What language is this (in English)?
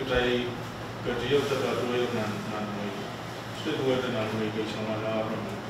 Pohnpeian